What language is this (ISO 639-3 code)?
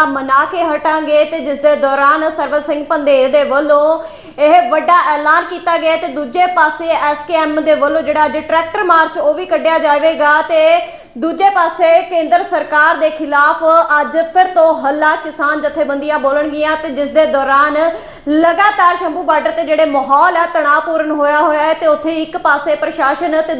pan